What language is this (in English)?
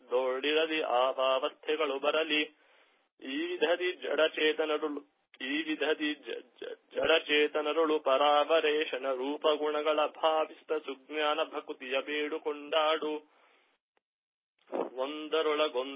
Kannada